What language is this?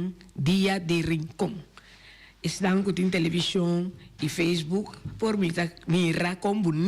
Papiamento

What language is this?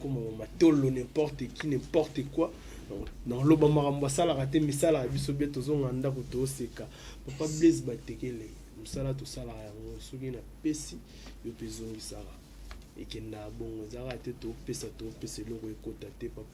Lingala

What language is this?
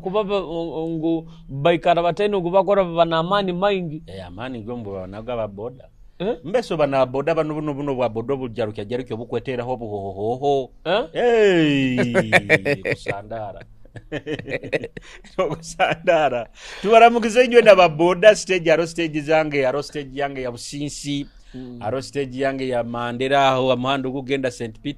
Nyoro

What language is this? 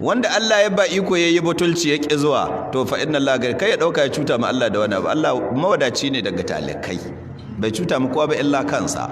Hausa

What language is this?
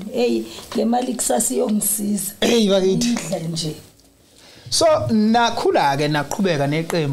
Zulu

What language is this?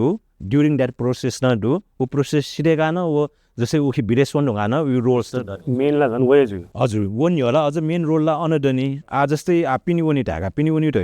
Newari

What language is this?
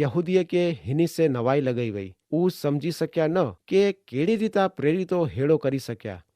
Kachhi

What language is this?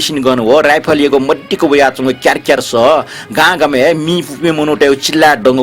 Newari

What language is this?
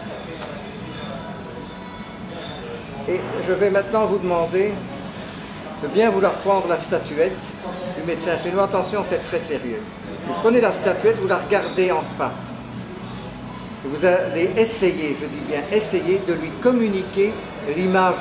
French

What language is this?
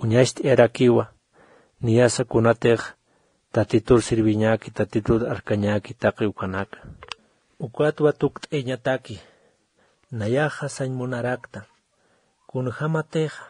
Aymara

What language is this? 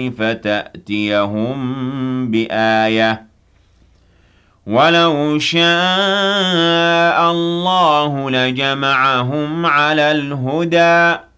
Arabic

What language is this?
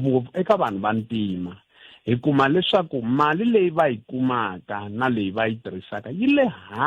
Tsonga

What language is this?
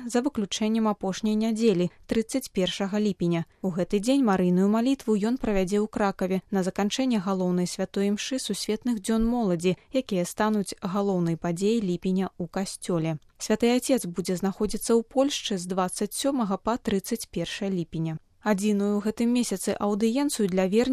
Belarusian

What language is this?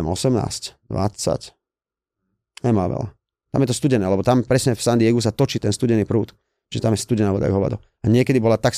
Slovak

